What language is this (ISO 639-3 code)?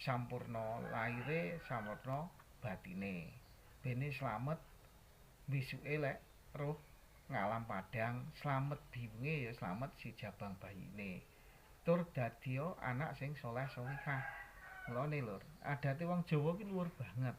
jav